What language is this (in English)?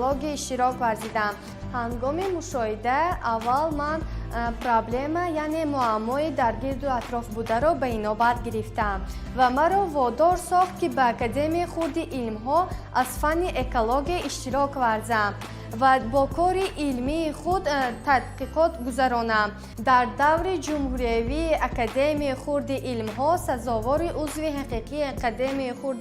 Tajik